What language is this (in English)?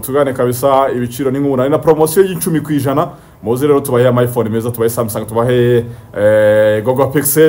Kinyarwanda